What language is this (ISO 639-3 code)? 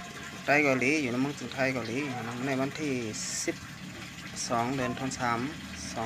shn